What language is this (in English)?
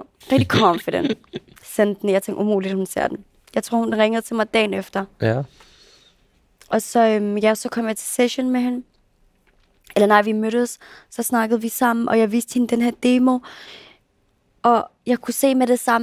Danish